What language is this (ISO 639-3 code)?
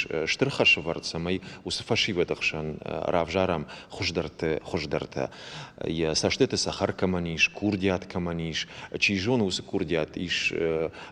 oss